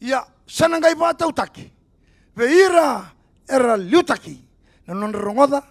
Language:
Fijian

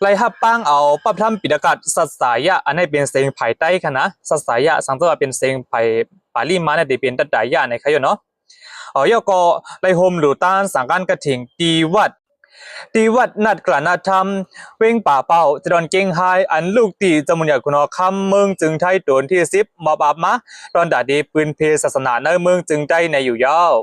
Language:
Shan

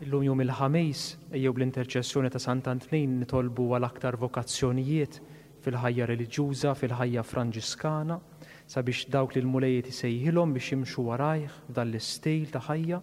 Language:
Maltese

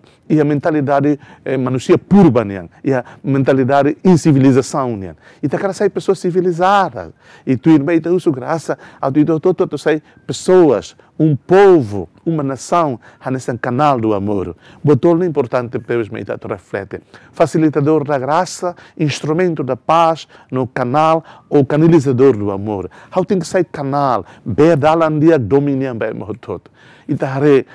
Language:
Tetum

